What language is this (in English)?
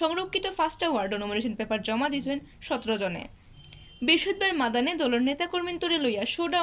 Sylheti